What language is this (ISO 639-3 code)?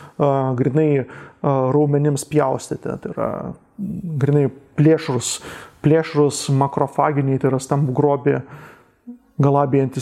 lit